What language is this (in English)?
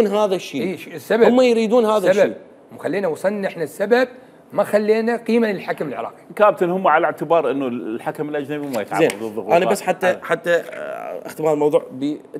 Mesopotamian Arabic